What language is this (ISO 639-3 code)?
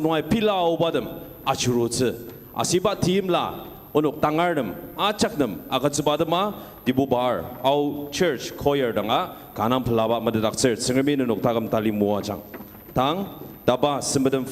njo